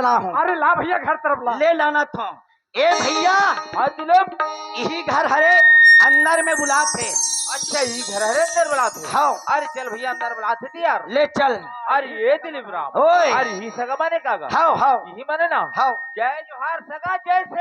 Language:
Chhattisgarhi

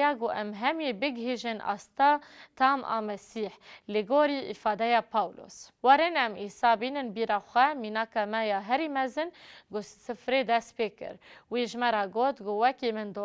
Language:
Kurdish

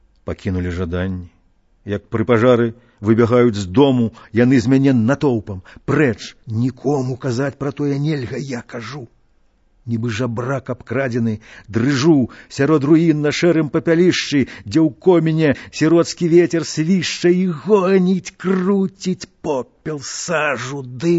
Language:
Belarusian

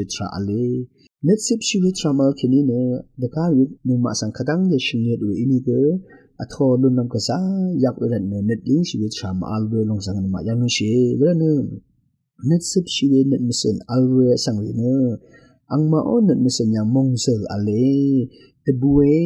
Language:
Rawang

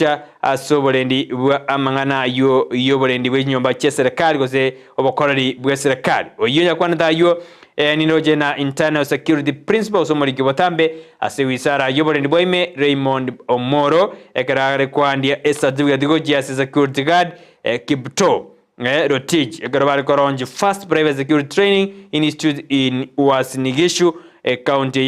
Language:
Gusii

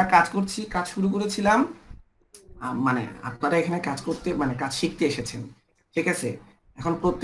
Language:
Bangla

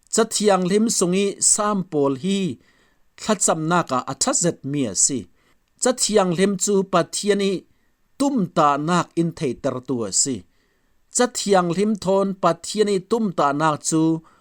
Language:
Falam Chin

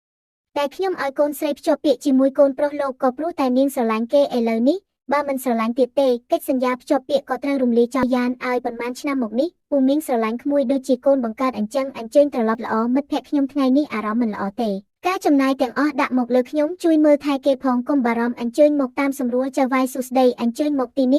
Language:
Khmer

